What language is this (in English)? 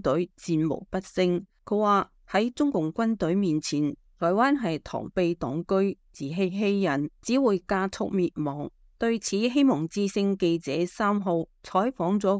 Cantonese